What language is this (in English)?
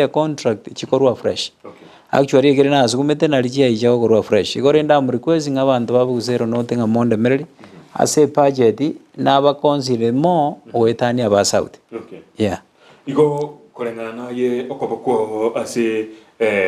Gusii